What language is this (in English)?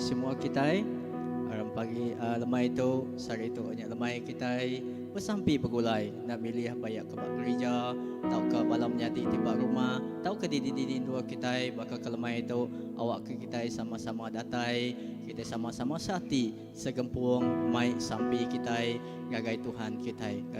Iban